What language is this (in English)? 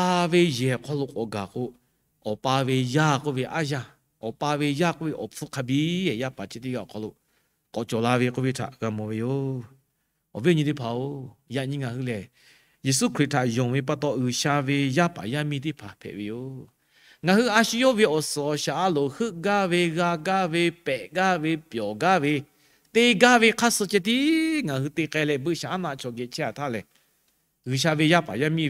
Lahu